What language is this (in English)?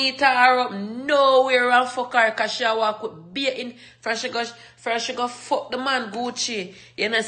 Jamaican Creole English